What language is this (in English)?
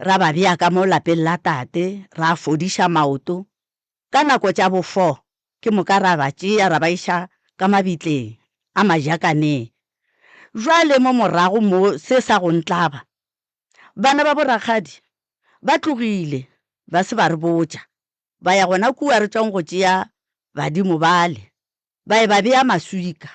Northern Sotho